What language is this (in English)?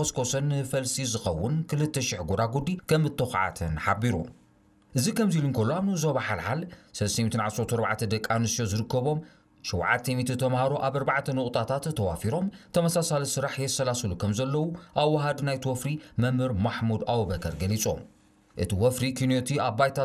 Tigrinya